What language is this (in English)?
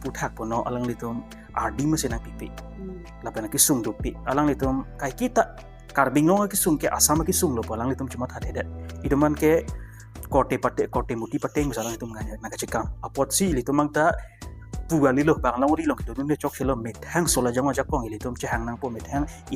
Karbi